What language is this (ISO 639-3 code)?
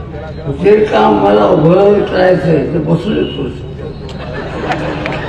mar